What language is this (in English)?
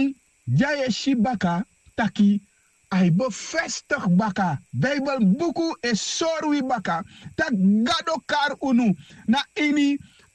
Sranan Tongo